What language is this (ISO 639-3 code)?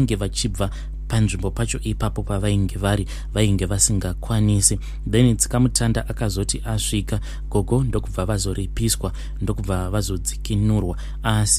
sna